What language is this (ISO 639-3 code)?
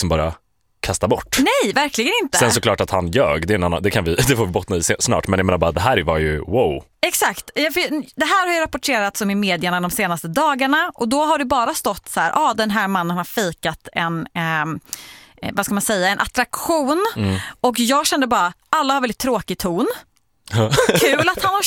swe